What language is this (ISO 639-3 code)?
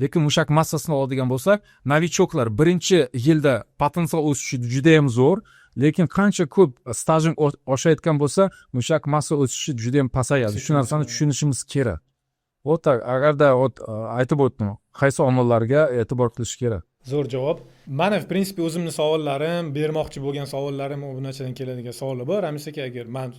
uzb